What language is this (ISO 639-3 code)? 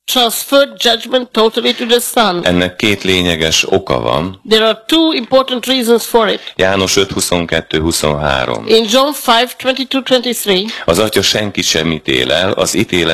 hun